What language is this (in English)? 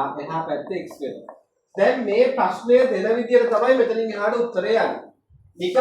Sinhala